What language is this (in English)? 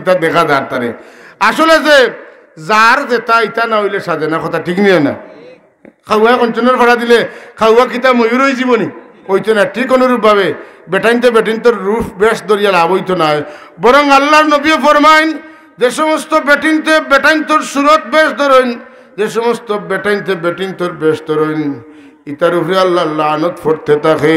Sylheti